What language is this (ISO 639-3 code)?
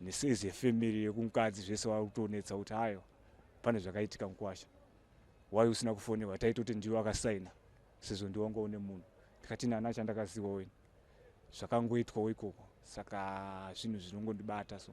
sna